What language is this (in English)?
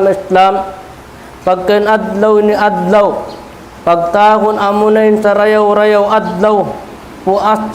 Tausug